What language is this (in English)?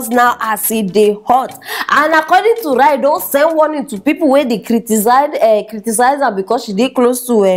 Nigerian Pidgin